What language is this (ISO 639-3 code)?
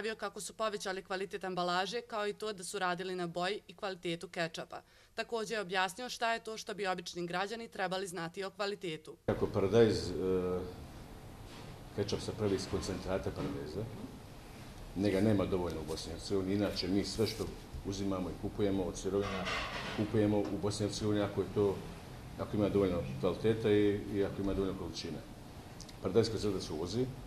bos